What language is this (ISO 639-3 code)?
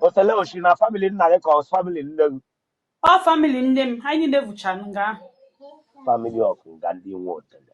ibo